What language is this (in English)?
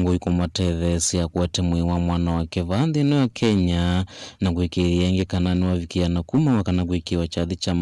Kamba